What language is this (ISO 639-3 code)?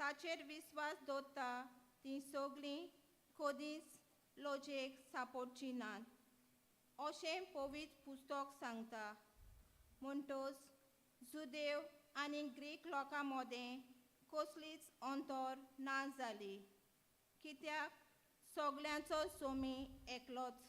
kok